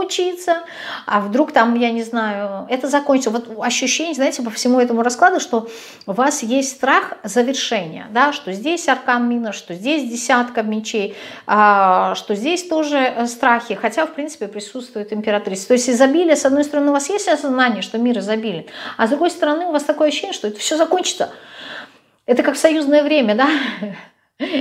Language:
Russian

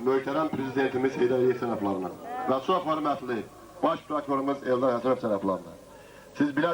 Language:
Azerbaijani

